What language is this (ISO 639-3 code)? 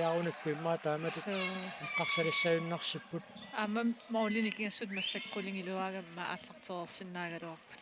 kal